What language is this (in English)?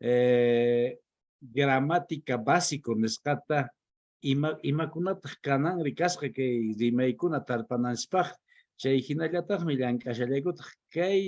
Quechua